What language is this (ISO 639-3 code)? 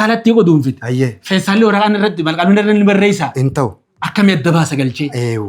orm